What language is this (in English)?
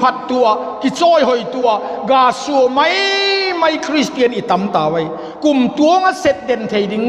Vaiphei